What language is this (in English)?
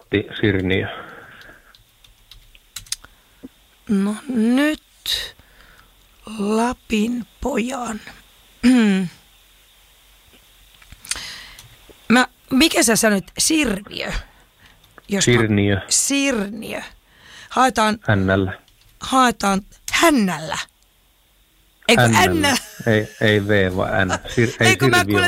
Finnish